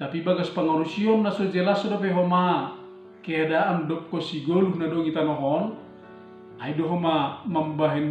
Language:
Batak Simalungun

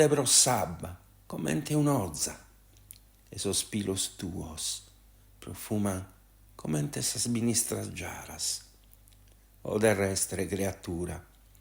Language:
Sardinian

